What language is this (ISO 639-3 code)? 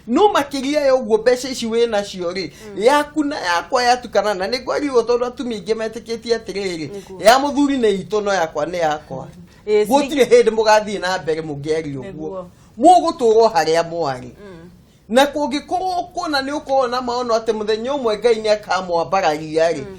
kik